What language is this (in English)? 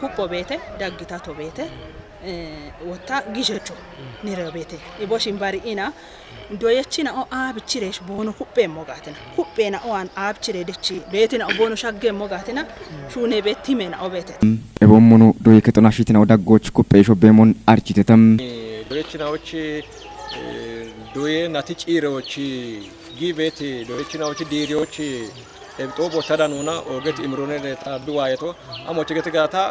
Kafa